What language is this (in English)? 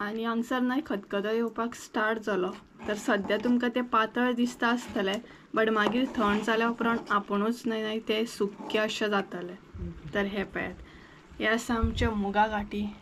Konkani